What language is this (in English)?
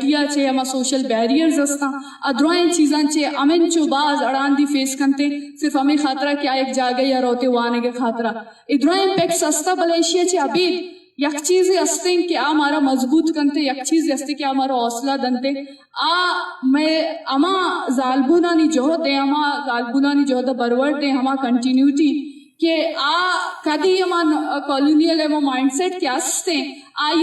Eastern Balochi